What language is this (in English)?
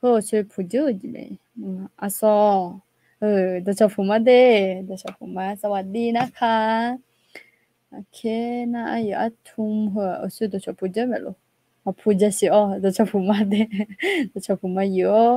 Akha